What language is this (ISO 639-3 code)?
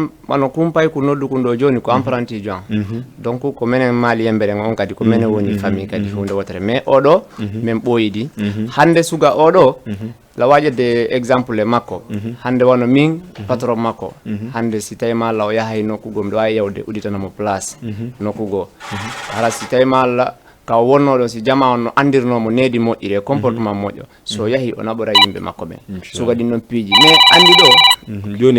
ful